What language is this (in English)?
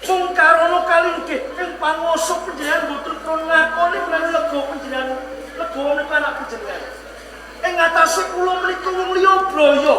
Javanese